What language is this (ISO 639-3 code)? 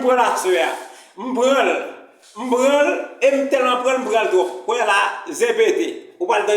hat